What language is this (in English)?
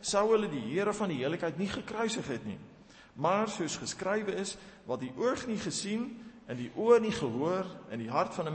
Afrikaans